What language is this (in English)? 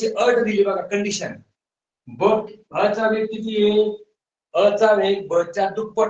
Marathi